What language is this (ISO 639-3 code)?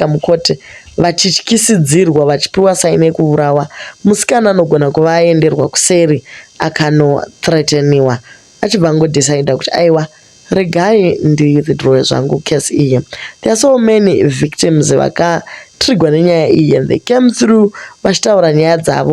sna